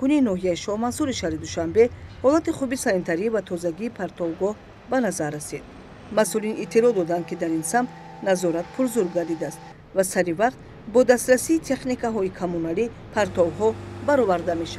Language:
Tajik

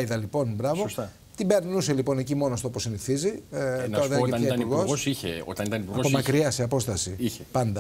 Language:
Greek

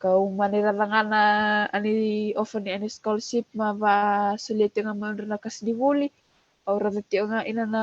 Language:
Fijian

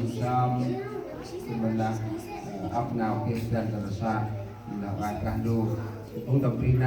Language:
Central Mnong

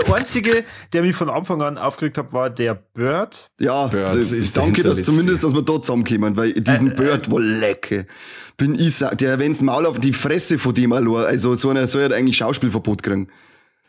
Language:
Bavarian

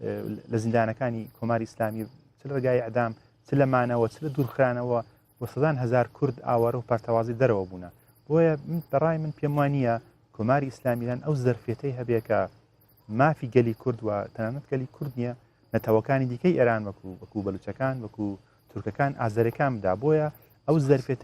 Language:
Central Kurdish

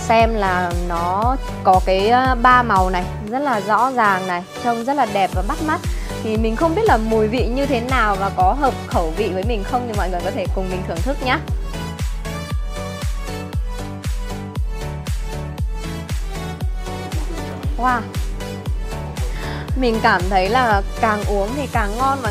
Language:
Vietnamese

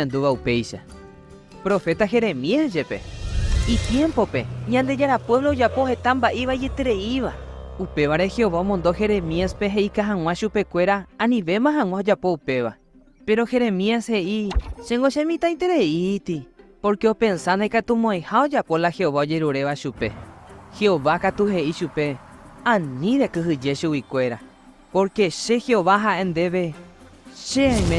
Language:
Guarani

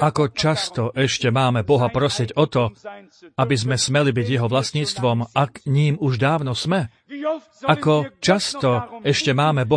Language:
Slovak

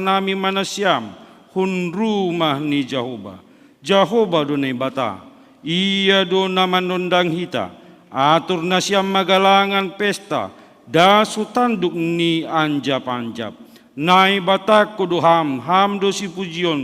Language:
Batak Simalungun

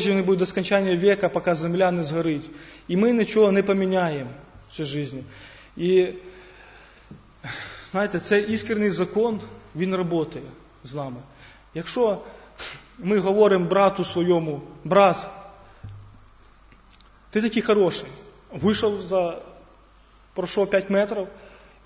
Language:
Ukrainian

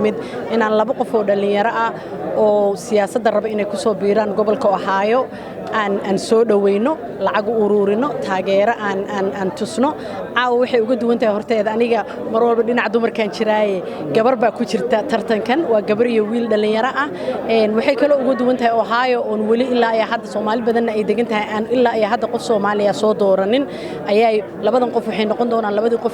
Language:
Somali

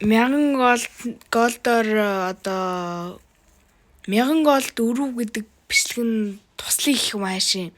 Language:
Mongolian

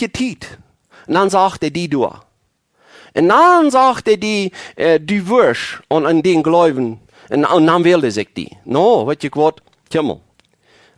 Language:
Plautdietsch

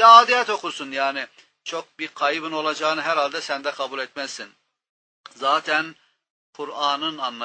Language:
Turkish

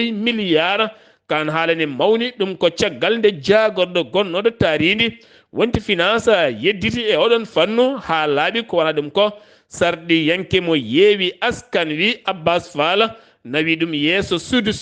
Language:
Fula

